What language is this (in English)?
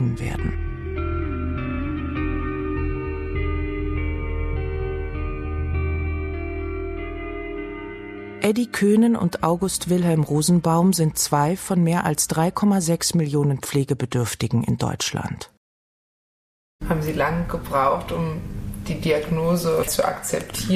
German